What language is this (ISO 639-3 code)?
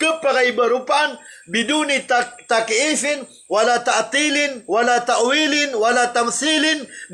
mrw